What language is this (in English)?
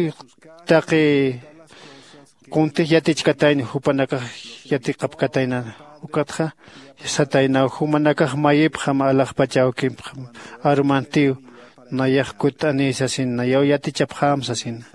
Aymara